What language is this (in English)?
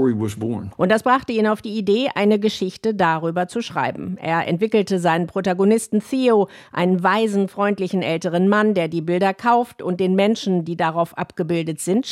German